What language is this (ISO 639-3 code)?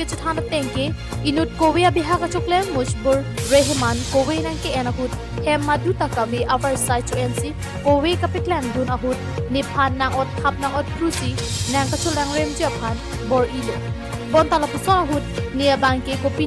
mjw